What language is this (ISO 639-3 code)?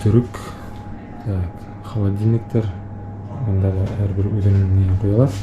bak